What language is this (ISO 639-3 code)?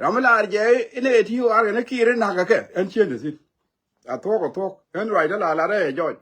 nus